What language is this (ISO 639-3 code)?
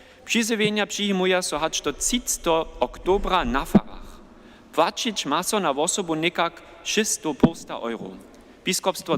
hsb